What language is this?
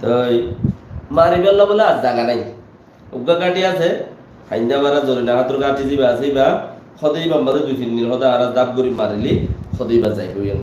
Rohingya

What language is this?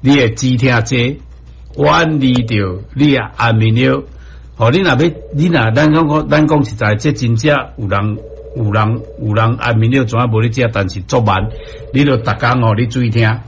Min Nan Chinese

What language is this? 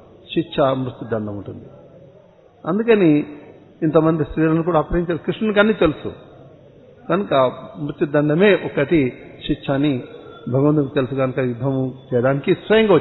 Telugu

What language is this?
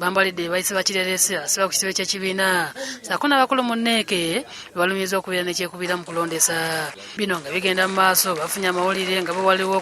Ganda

